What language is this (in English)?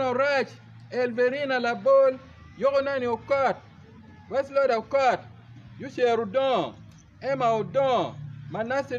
Acoli